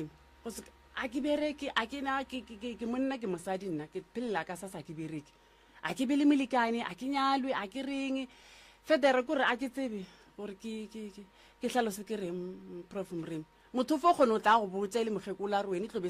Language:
Northern Sotho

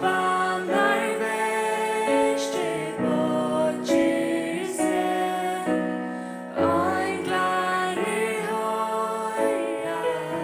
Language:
Faroese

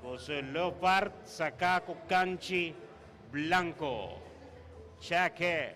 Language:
Papiamento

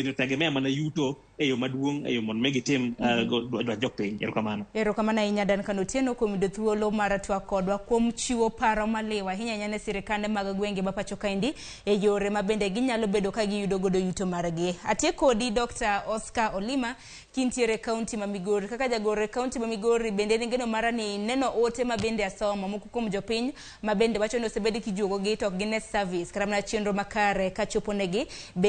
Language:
Luo (Kenya and Tanzania)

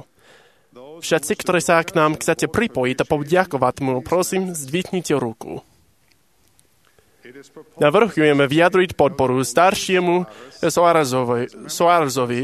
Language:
Slovak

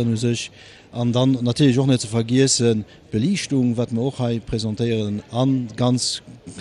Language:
Luxembourgish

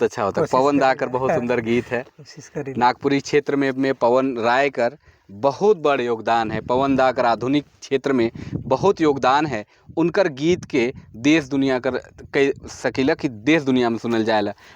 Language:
Sadri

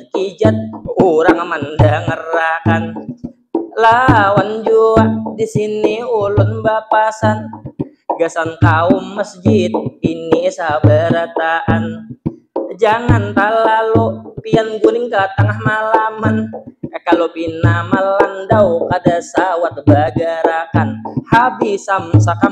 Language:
Banjar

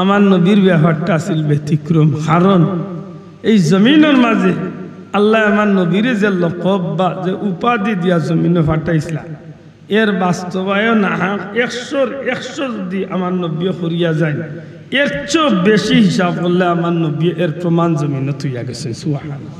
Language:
Sylheti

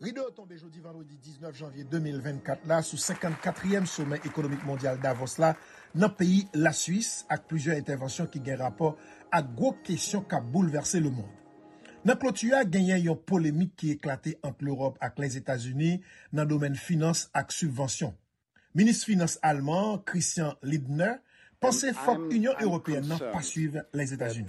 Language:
Haitian Creole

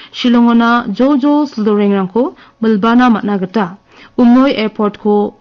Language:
Garo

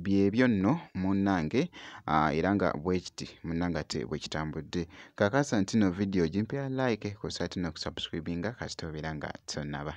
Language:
Ganda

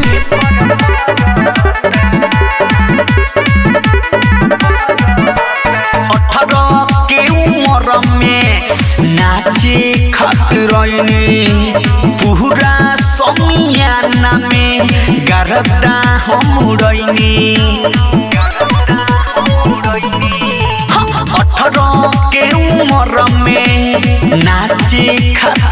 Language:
Bhojpuri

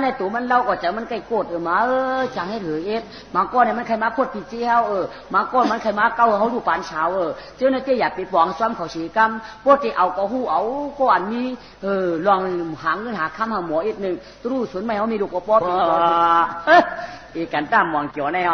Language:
Shan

